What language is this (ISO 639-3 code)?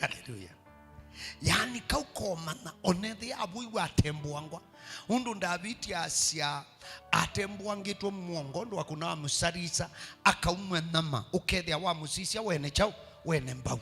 kam